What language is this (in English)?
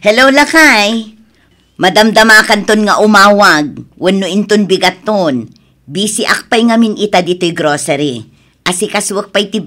Iloko